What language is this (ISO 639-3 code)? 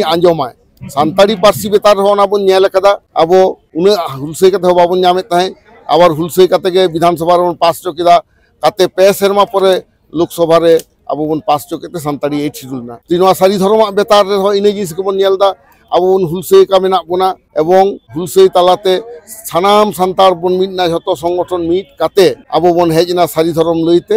sat